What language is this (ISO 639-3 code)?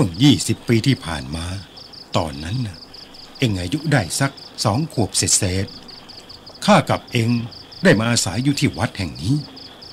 tha